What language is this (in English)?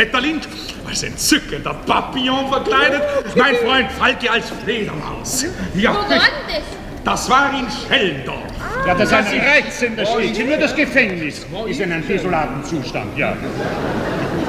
German